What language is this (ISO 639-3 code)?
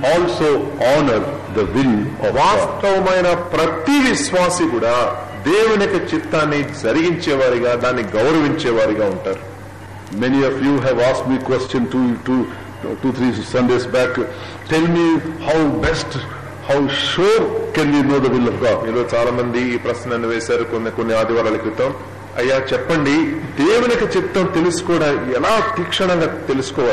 tel